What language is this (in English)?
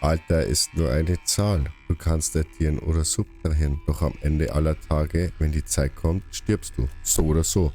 Bavarian